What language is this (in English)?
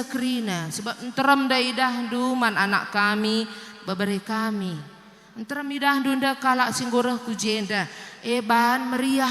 Batak Karo